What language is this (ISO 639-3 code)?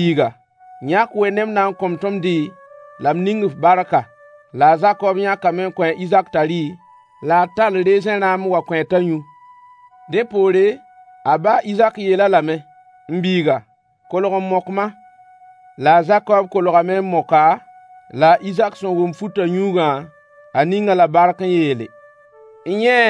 mos